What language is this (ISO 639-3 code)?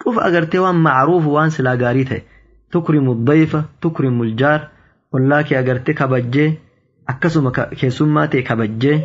orm